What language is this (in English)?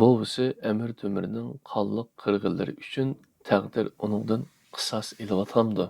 Uyghur